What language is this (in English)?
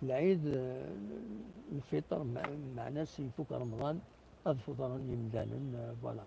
Kabyle